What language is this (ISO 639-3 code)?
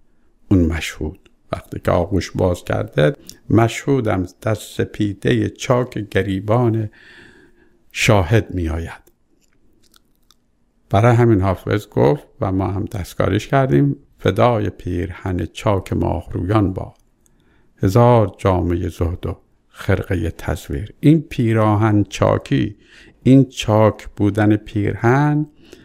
fas